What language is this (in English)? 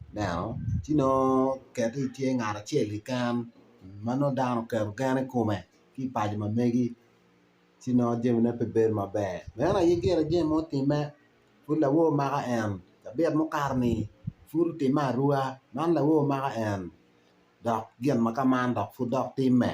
Acoli